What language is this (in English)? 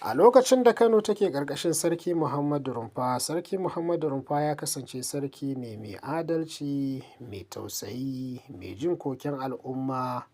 Hausa